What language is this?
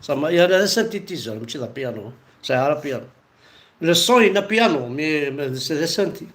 Kabyle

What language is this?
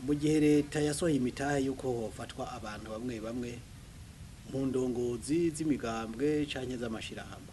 Rundi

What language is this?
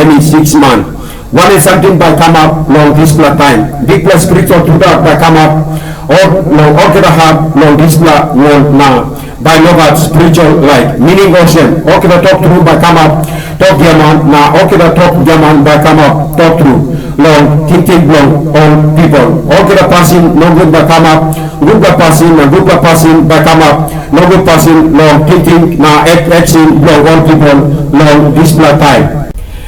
Tok Pisin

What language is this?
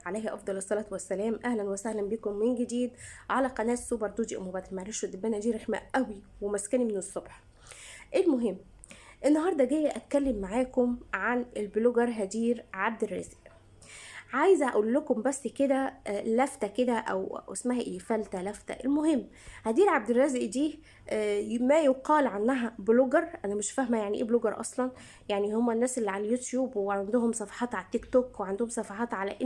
Egyptian Arabic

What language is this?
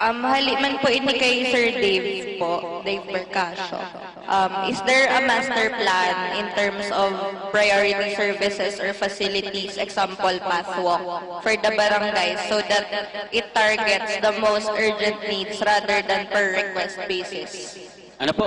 Bikol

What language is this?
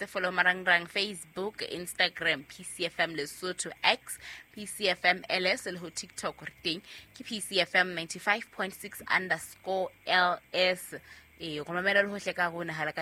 Southern Sotho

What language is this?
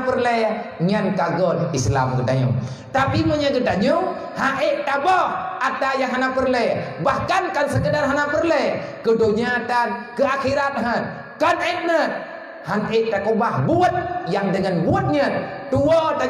Achinese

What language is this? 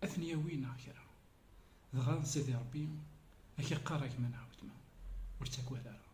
Kabyle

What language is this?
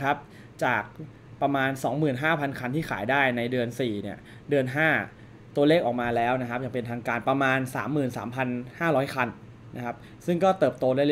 Thai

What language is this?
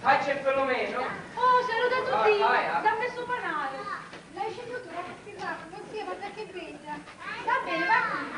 Sicilian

